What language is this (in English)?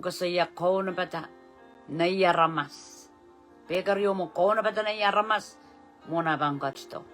Pohnpeian